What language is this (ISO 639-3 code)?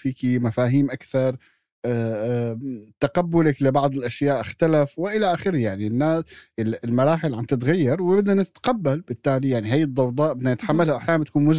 apc